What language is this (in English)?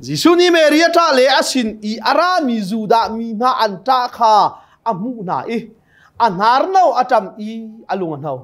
Hakha Chin